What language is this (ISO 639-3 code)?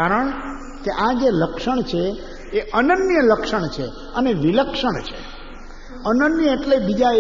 guj